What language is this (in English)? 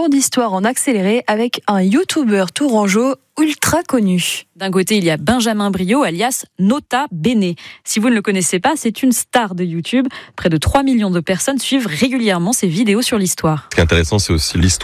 French